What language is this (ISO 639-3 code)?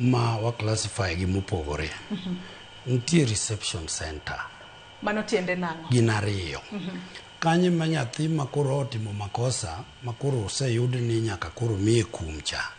luo